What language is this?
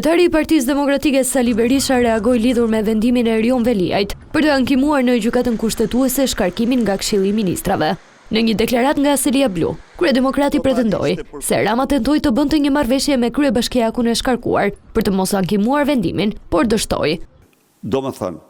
Albanian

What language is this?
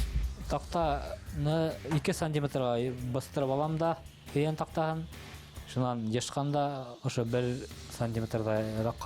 Bashkir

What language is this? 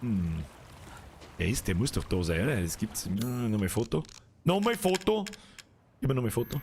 Bavarian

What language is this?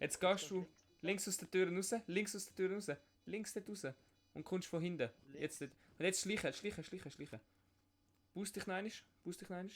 Swiss German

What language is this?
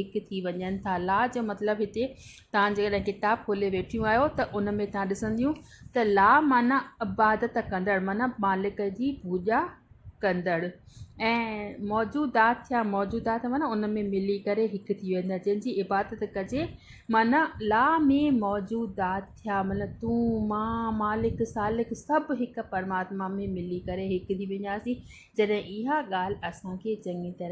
Sindhi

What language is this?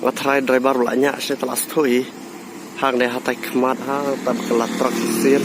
Khasi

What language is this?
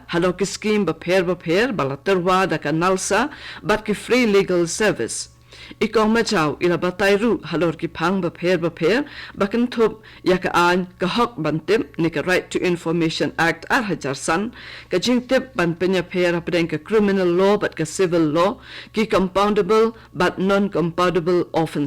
Khasi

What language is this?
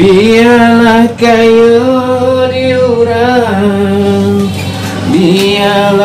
Minangkabau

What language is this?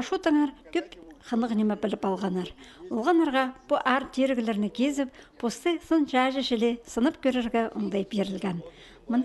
Khakas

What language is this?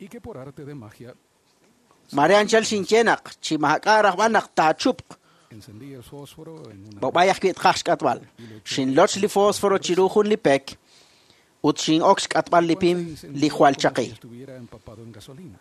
Kekchí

